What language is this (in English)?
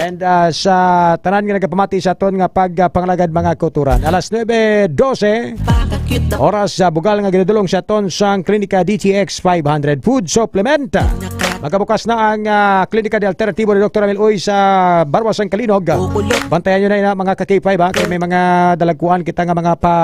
Hiligaynon